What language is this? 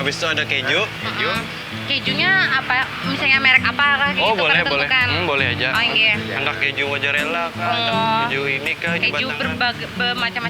Banjar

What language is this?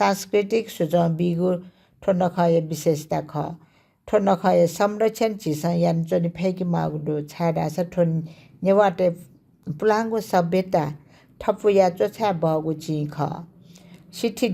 Newari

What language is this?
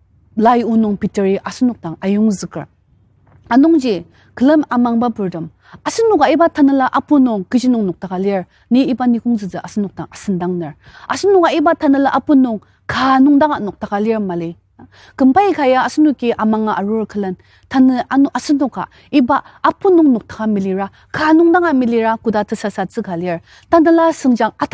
Ao Naga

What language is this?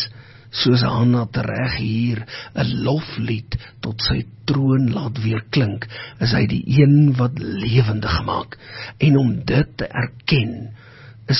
Afrikaans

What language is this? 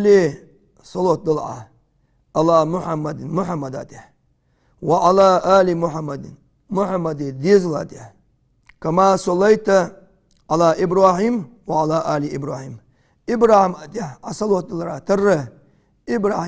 Ingush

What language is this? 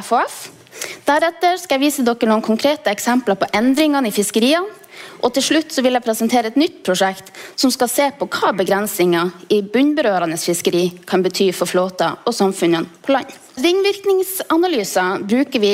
Norwegian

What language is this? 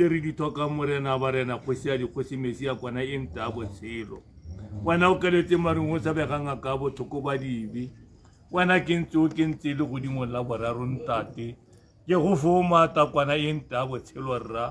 Tswana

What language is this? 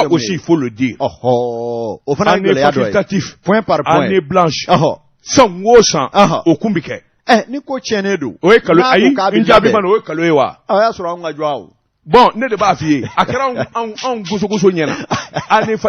Bambara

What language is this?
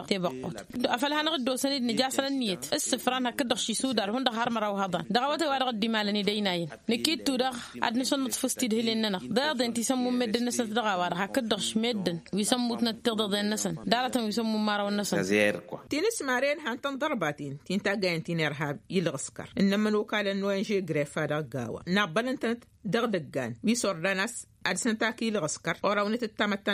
Tamasheq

